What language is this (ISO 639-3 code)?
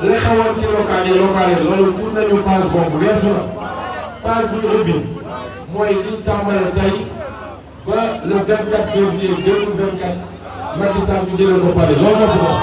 wol